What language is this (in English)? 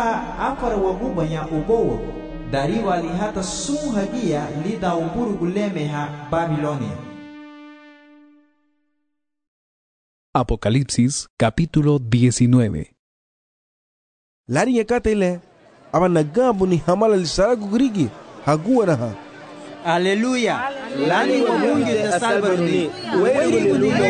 Garifuna